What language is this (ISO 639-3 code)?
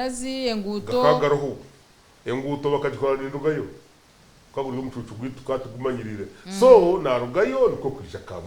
nyn